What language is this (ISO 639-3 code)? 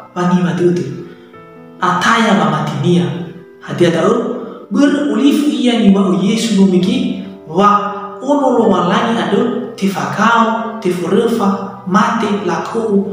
nia